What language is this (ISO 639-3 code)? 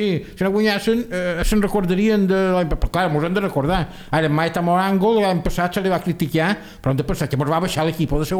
cat